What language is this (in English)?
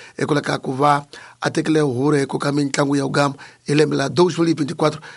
Tsonga